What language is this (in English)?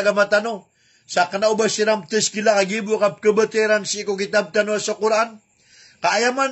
Maranao